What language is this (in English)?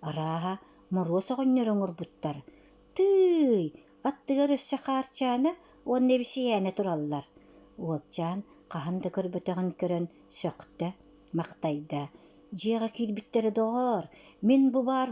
Yakut